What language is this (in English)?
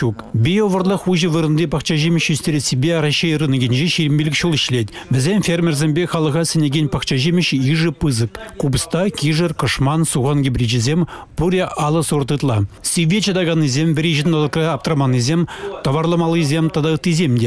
Chuvash